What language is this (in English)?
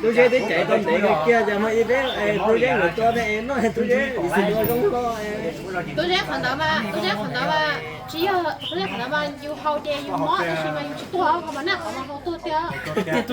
Hmong